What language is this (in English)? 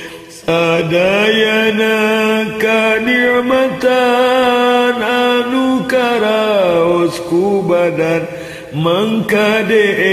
Sundanese